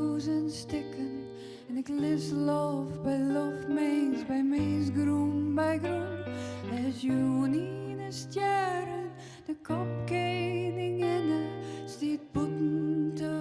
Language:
Western Frisian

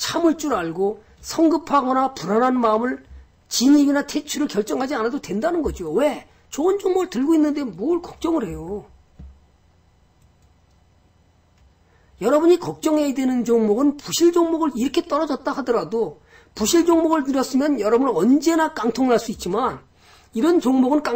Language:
Korean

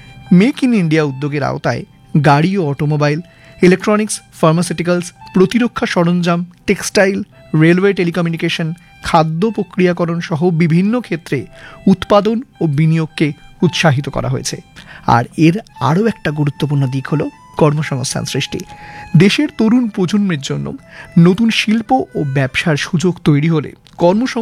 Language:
Bangla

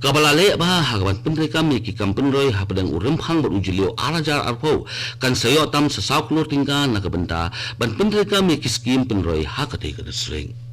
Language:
Khasi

